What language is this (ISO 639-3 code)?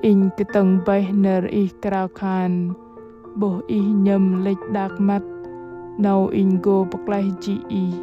bdq